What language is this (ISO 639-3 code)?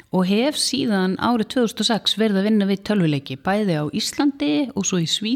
isl